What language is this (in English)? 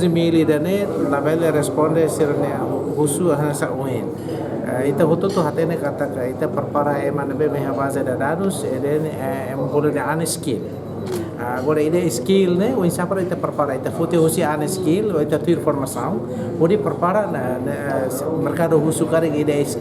Tetum